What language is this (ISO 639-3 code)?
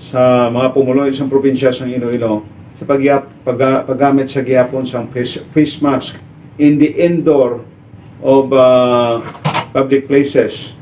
hil